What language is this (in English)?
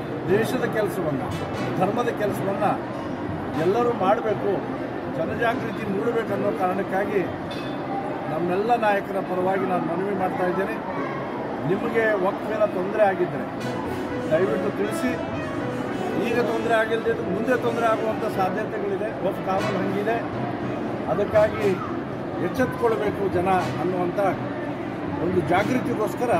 Kannada